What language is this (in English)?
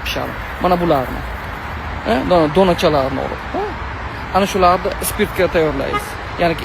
Uzbek